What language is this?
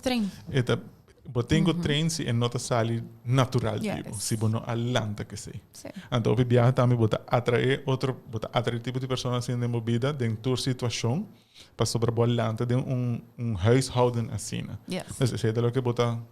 Papiamento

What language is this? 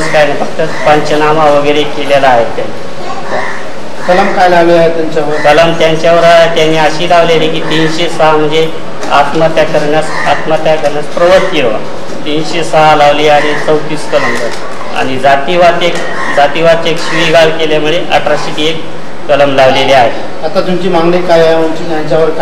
Marathi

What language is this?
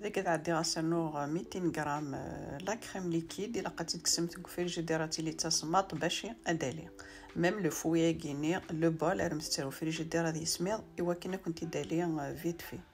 Kabyle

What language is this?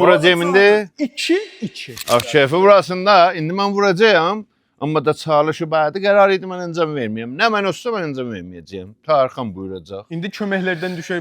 South Azerbaijani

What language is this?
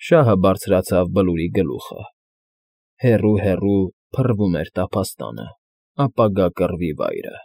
Armenian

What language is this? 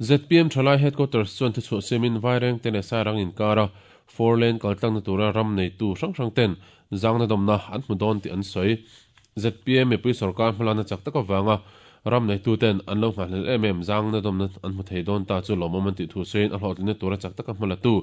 Mizo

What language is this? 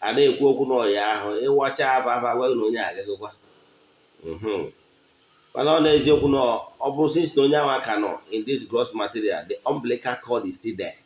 Igbo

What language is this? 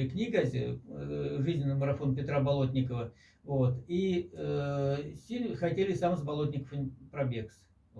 Moksha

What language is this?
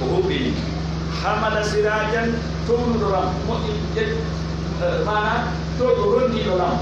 Pular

